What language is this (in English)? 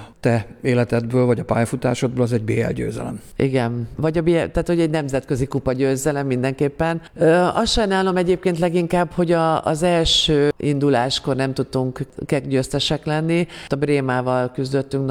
Hungarian